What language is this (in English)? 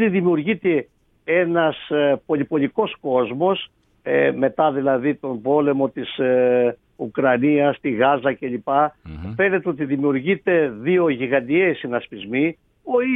Greek